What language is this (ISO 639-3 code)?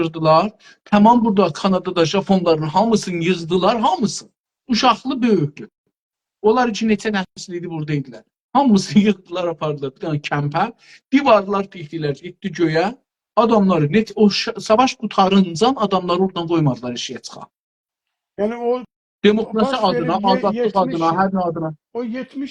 azb